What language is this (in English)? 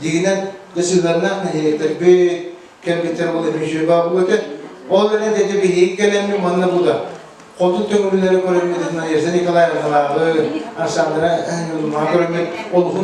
Yakut